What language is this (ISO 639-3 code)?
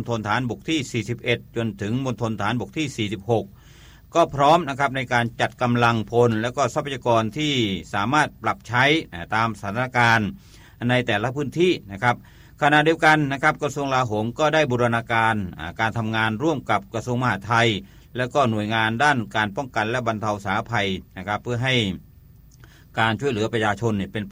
tha